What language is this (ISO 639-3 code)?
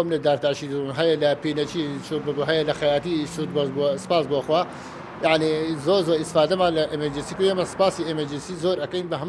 ckb